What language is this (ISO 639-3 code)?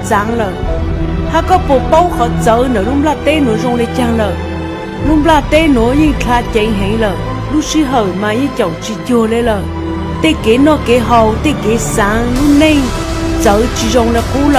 hmn